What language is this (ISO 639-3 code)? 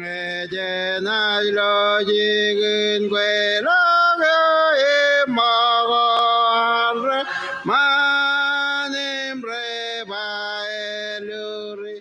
mah